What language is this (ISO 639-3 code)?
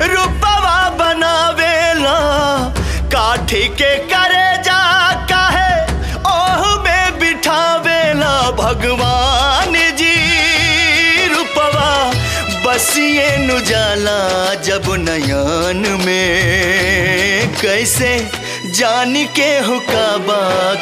bho